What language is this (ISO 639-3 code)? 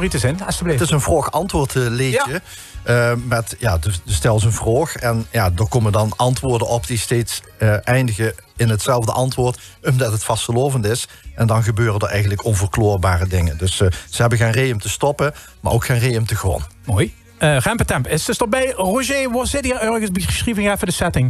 lim